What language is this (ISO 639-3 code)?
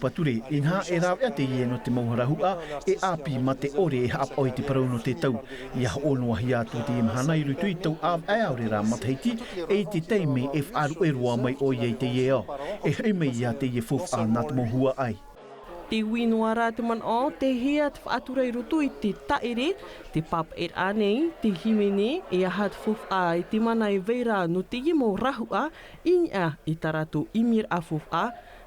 tah